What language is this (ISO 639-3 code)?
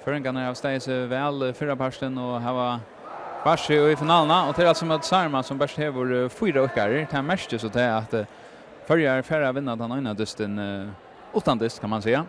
fao